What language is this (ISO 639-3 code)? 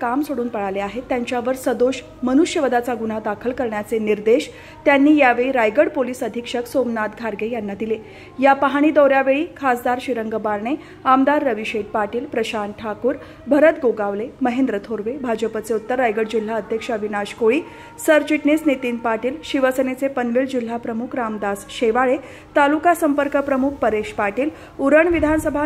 mar